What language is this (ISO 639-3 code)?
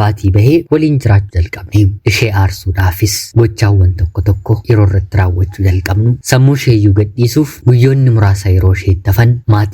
orm